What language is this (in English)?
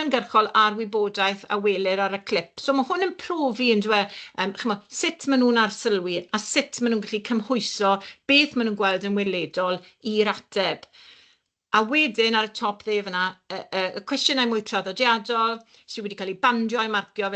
Welsh